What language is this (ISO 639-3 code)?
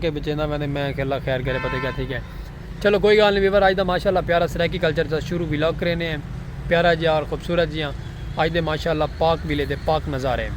skr